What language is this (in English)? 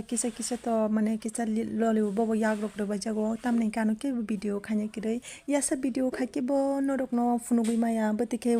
Kok Borok